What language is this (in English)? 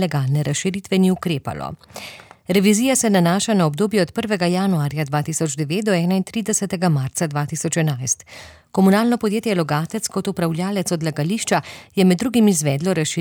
Slovenian